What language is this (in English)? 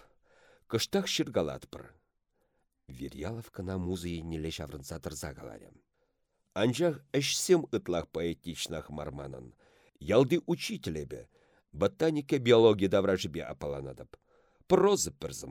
Chuvash